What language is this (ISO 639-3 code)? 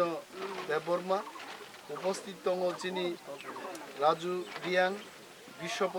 trp